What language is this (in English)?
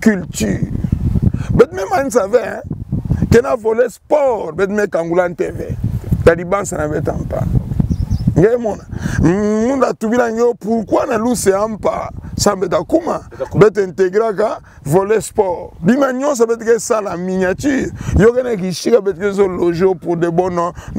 Kituba (Democratic Republic of Congo)